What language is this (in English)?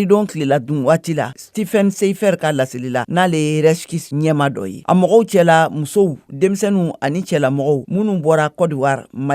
Bambara